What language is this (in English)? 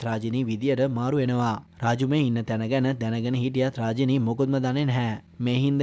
Sinhala